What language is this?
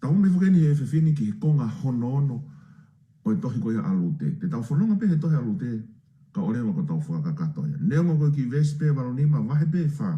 Tongan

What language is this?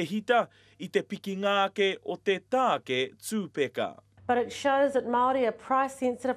Māori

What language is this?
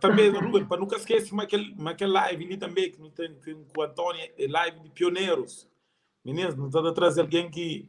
Kabuverdianu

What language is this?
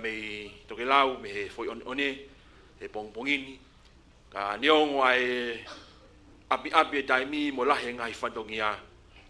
Tongan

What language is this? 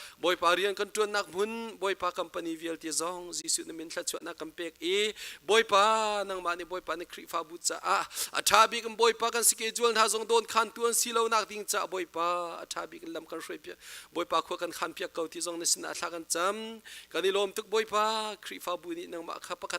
Hakha Chin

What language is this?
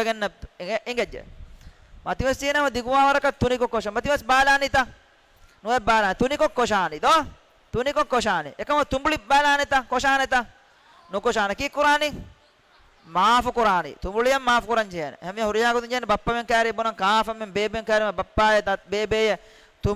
Divehi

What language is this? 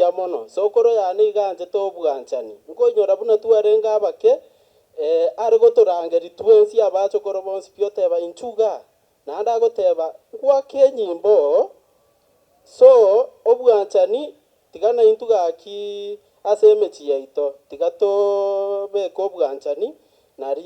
Gusii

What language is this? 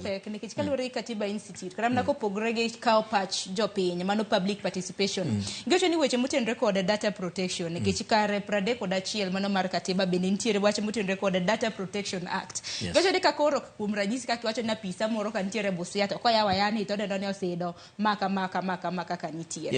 Luo (Kenya and Tanzania)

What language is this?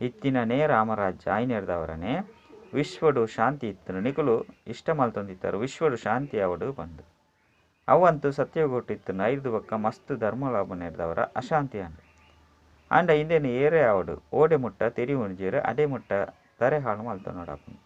Tulu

